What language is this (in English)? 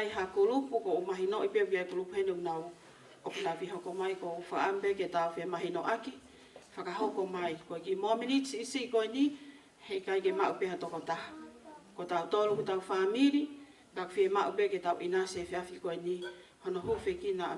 Tongan